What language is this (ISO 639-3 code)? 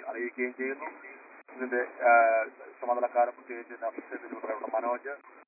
mal